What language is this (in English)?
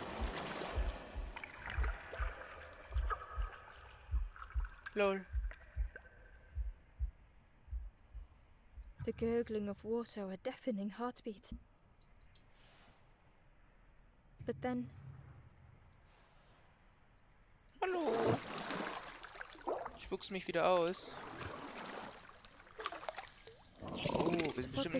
German